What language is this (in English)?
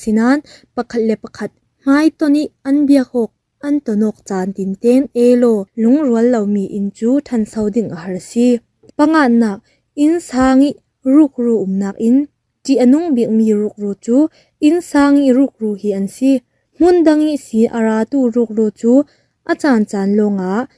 Falam Chin